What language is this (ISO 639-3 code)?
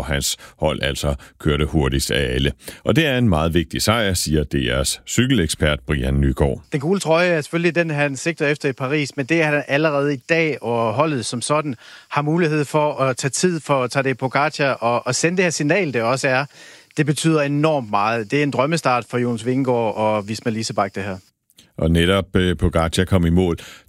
dan